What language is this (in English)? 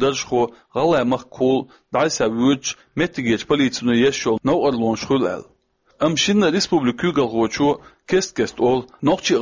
Chechen